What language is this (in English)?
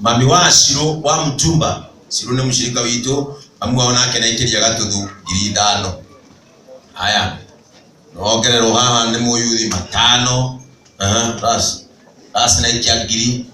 Kikuyu